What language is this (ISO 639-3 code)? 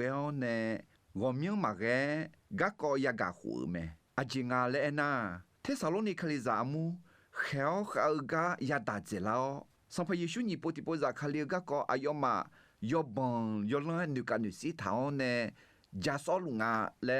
ahk